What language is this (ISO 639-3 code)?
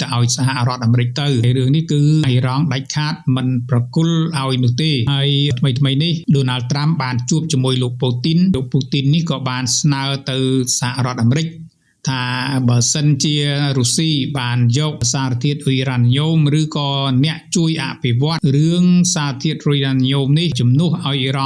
khm